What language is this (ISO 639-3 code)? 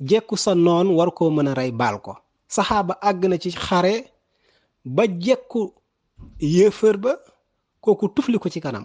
wol